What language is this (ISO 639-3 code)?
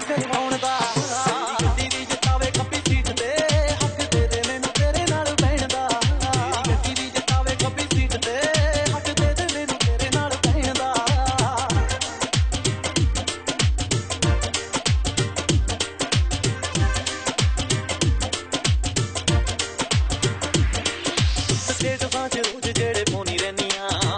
pan